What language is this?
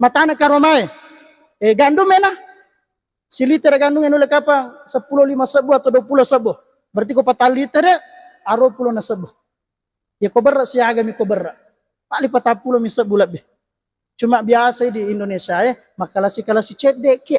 Buginese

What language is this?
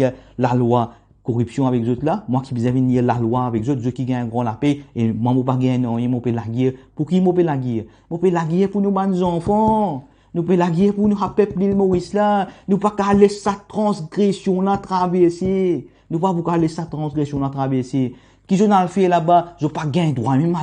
Morisyen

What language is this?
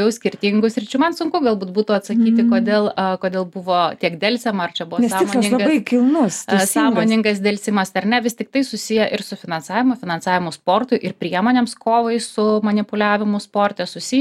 Lithuanian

